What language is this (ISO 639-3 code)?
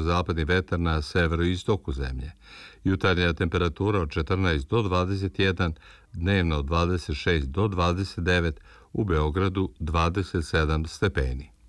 srp